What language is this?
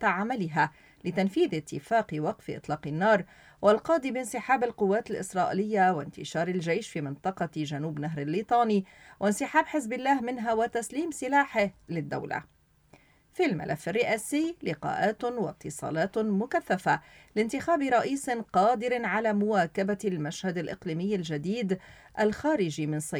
Arabic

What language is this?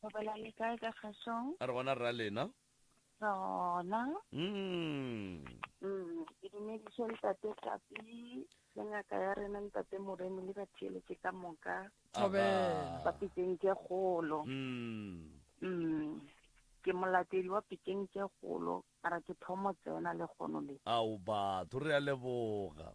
Northern Sotho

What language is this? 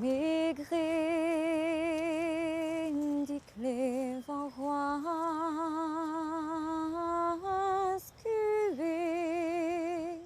Breton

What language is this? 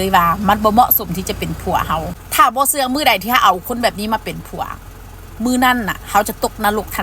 Northeastern Thai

